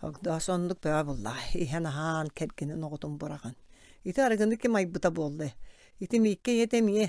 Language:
Yakut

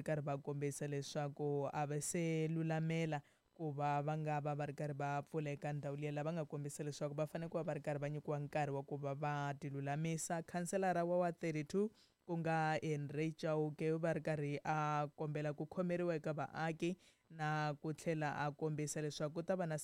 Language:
Tsonga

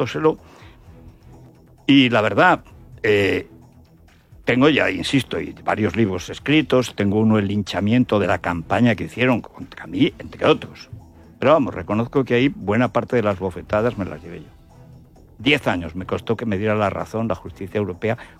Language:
Spanish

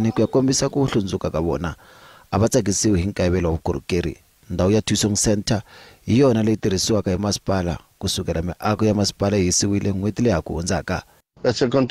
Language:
Tsonga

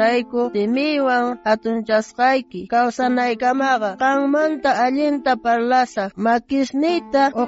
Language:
South Bolivian Quechua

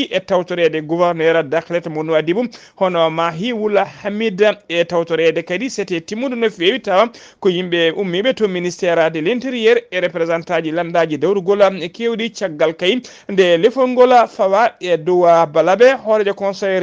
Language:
Fula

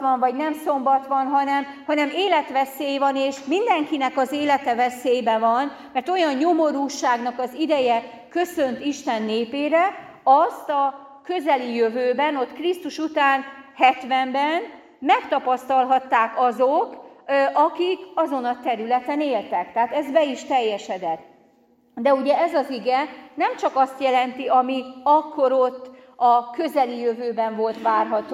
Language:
Hungarian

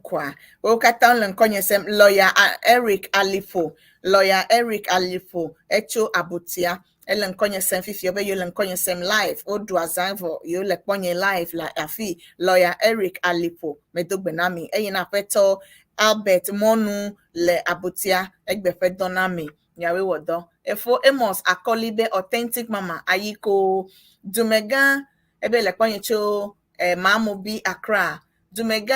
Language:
Ewe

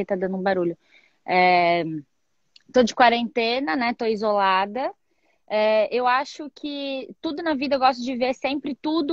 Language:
Portuguese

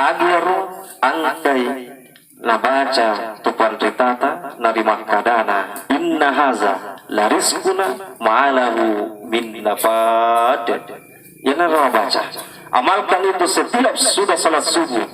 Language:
Buginese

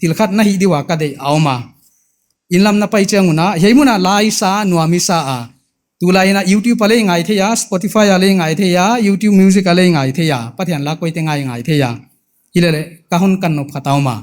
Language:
Paite Chin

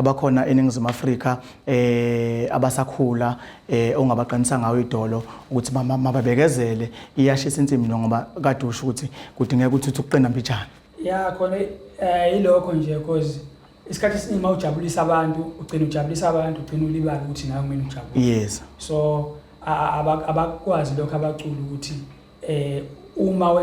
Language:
Zulu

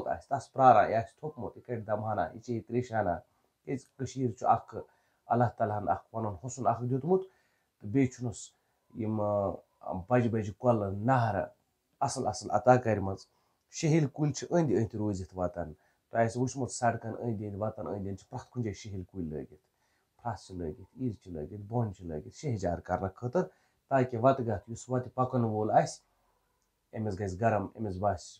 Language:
Kashmiri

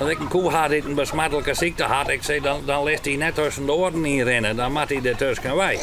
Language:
Western Frisian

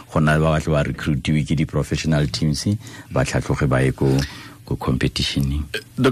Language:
Tswana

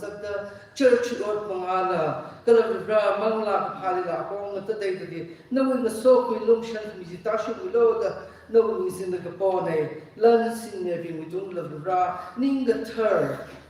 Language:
Tangkhul Naga (India)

